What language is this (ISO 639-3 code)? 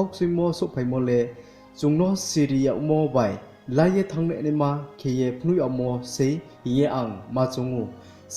ria